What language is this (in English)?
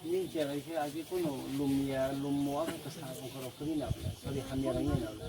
Kok Borok